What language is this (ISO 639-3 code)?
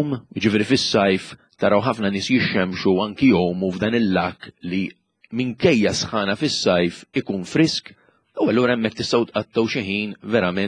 mlt